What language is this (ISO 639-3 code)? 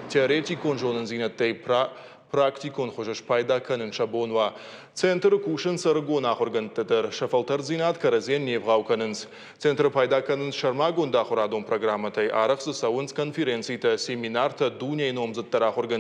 oss